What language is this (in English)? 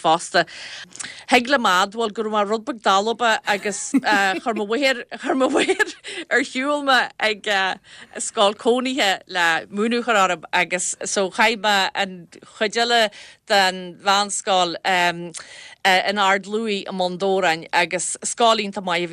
Irish